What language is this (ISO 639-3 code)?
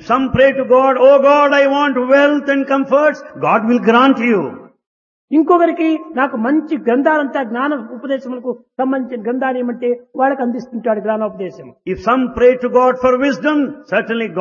tel